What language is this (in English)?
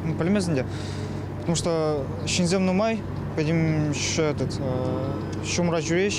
Chuvash